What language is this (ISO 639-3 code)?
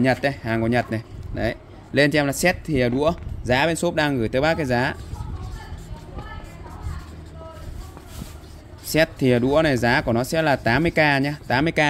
vie